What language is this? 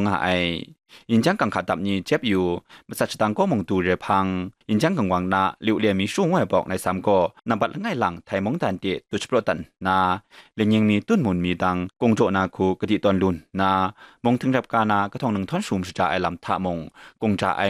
Kachin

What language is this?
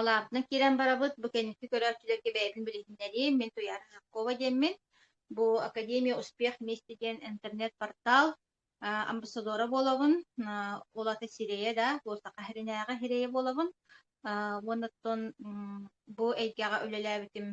Yakut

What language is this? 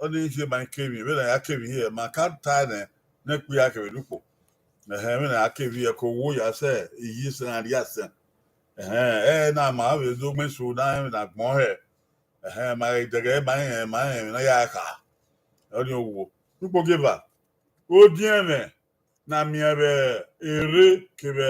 Bini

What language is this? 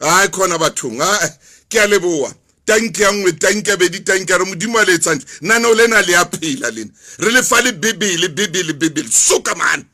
Southern Sotho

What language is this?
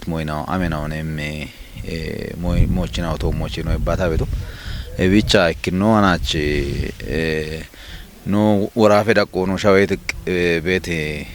Kafa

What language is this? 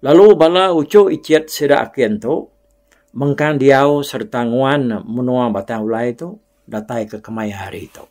Iban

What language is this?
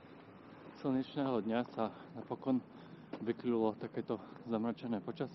Slovak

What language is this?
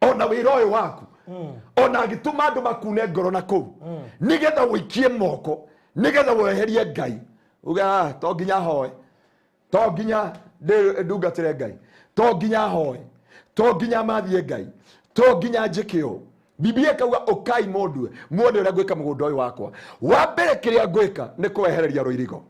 Kikuyu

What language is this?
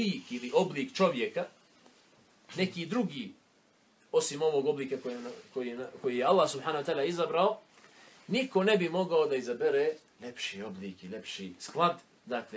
Bosnian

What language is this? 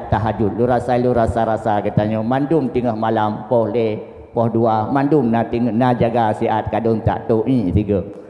Achinese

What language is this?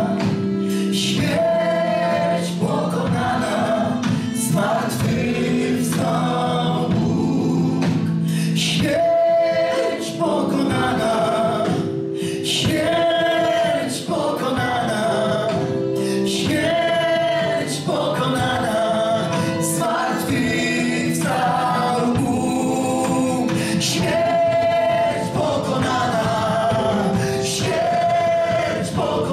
Polish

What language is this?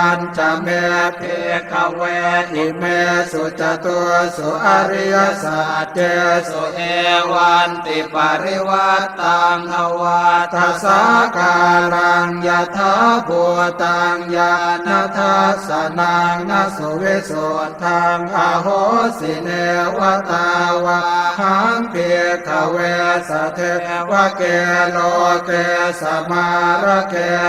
Pali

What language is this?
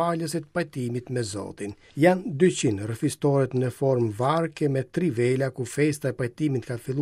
Albanian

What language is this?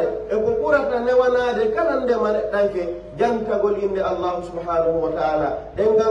Pular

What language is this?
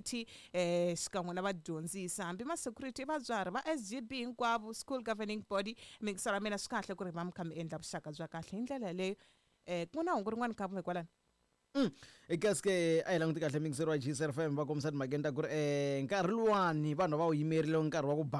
Tsonga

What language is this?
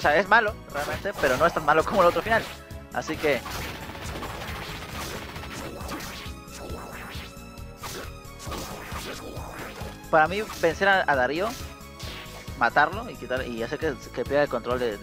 Spanish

